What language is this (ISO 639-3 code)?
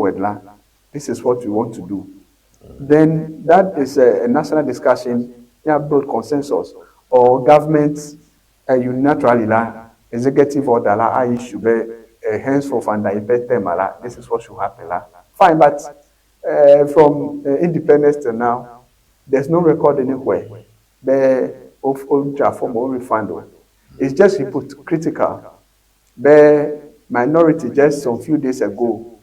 ewe